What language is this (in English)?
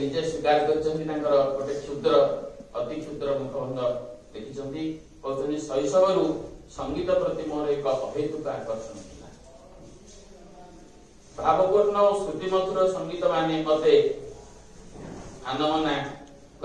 Odia